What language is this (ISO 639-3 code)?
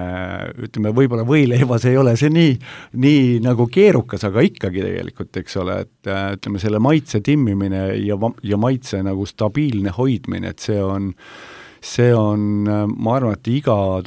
est